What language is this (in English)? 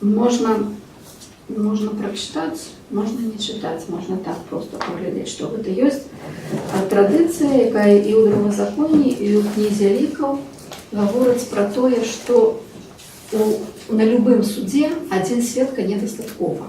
Belarusian